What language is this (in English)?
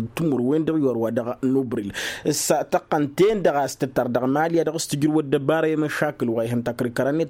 Tamasheq